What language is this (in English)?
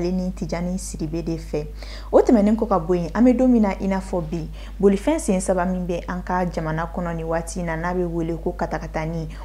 Bambara